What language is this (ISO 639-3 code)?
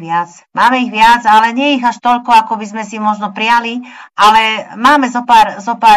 slk